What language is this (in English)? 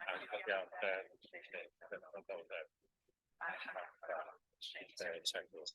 Welsh